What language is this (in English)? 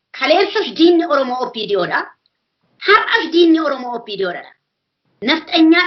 Oromo